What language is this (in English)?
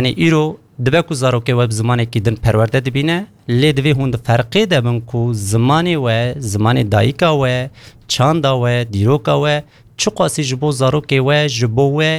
Kurdish